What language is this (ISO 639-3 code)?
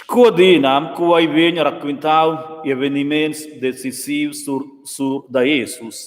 roh